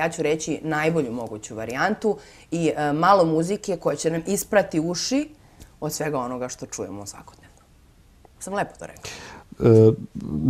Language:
Serbian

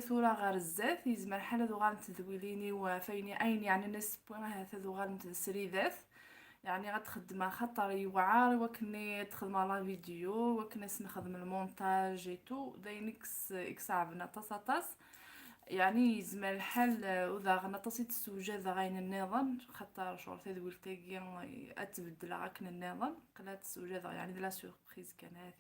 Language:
Kabyle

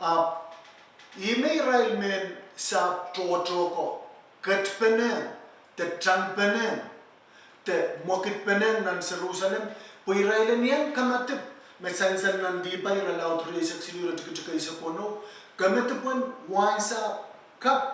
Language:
Pohnpeian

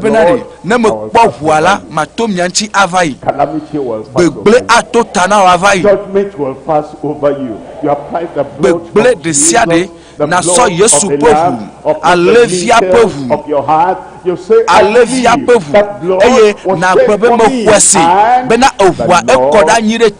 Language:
Ewe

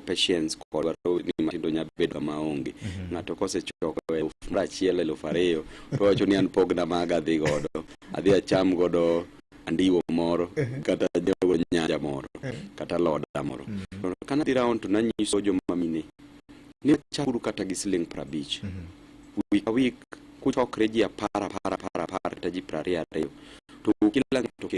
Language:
Luo (Kenya and Tanzania)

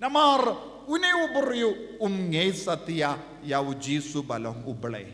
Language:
Khasi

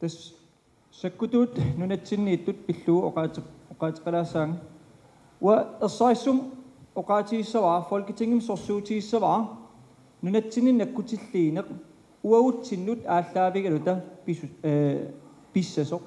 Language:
Kalaallisut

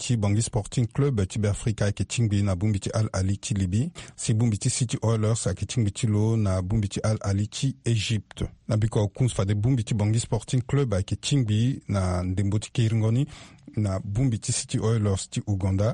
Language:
Sango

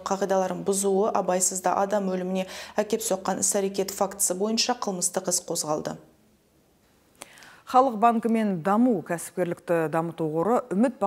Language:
Kazakh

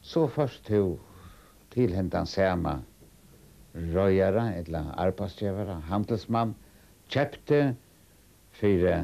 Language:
Faroese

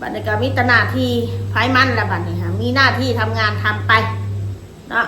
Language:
Northeastern Thai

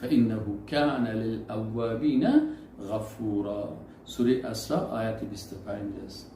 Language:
Persian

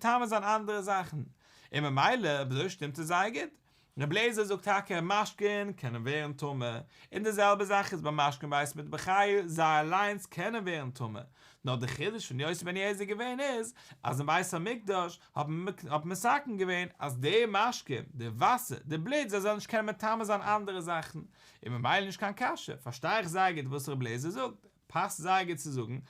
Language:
Yiddish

